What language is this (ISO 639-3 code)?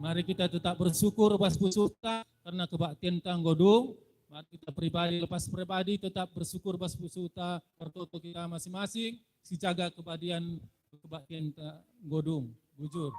btx